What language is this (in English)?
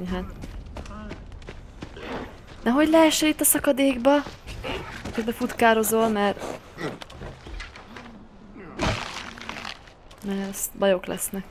Hungarian